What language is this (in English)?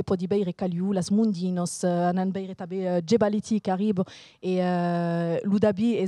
Occitan